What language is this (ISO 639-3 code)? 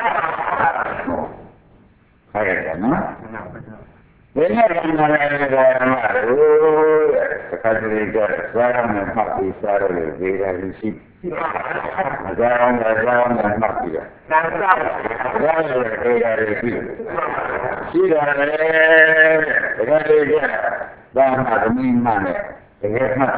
mya